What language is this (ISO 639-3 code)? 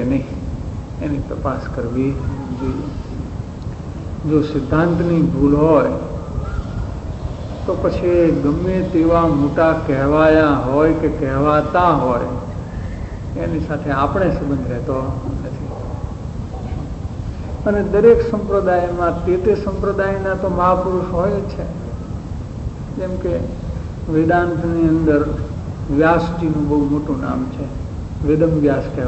guj